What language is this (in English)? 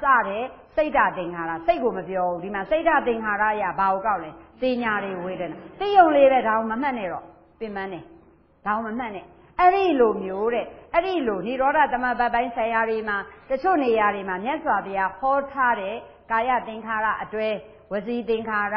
Burmese